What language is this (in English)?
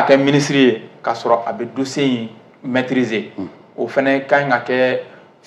Bambara